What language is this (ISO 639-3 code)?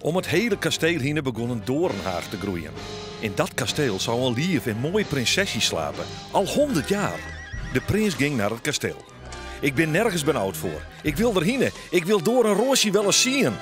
fry